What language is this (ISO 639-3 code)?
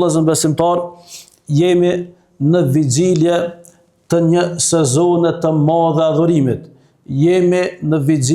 sqi